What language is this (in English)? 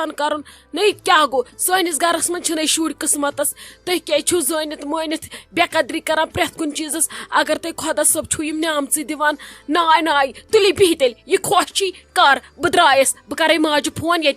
Kashmiri